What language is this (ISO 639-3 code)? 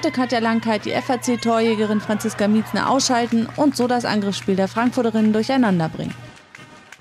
deu